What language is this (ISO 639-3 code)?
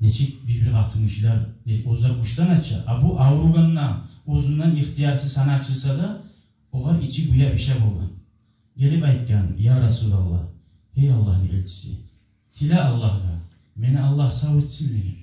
kum